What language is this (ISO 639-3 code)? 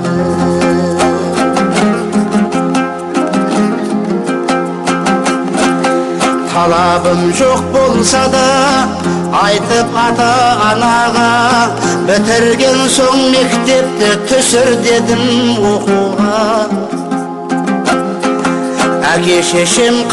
kaz